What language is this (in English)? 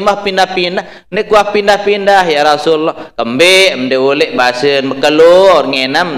Sasak